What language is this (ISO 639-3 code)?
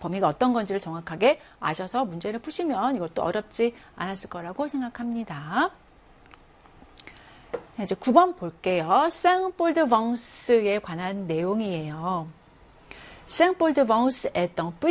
kor